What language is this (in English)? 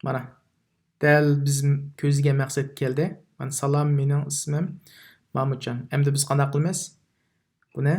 Uyghur